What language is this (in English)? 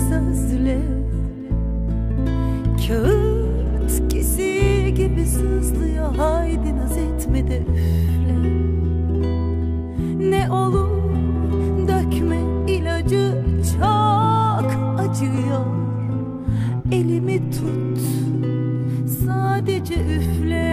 Turkish